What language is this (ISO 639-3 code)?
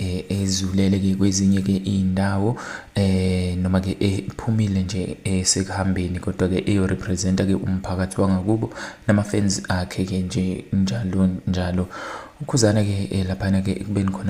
zul